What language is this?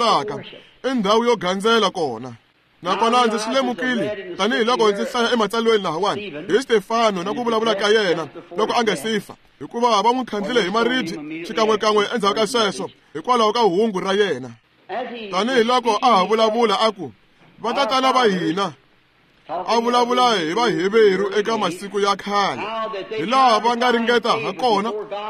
Tsonga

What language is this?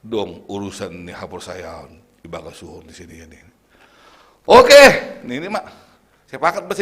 Batak Simalungun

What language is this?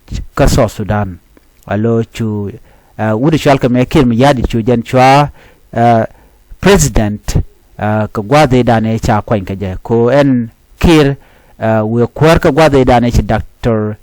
Nuer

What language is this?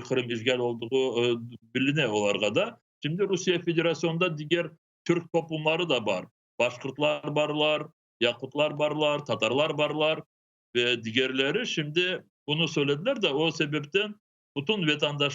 Crimean Tatar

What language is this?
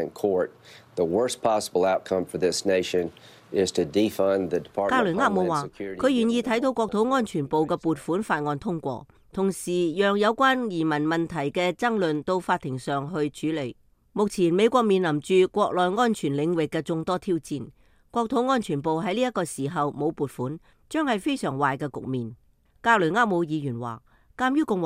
Cantonese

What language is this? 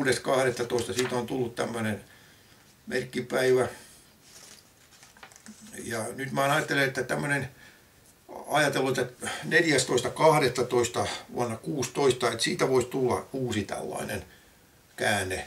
Finnish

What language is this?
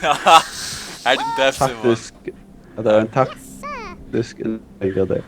Faroese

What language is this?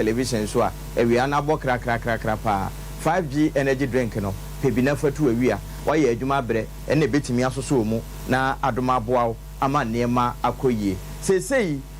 Akan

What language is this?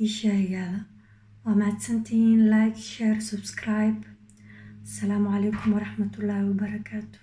Somali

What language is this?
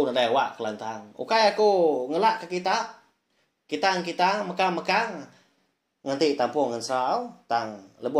Iban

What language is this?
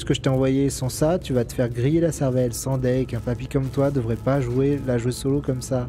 French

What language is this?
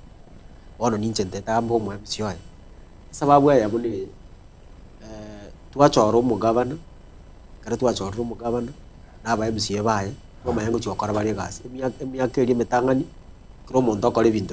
Gusii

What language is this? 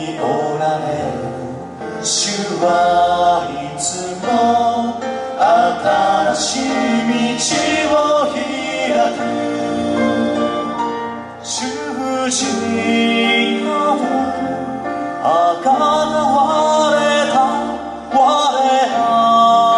Japanese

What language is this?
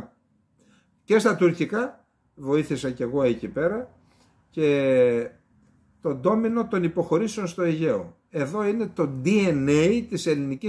Greek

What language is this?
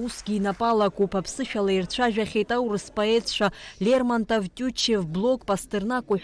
Abkhazian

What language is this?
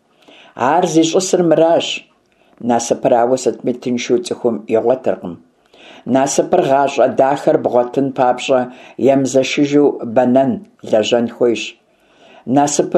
Kabardian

